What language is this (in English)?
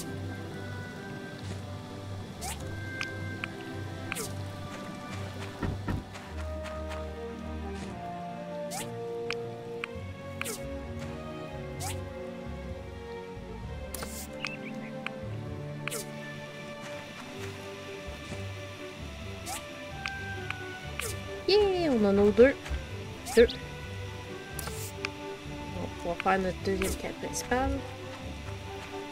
French